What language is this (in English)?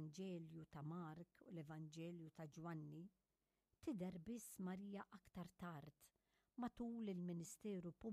Maltese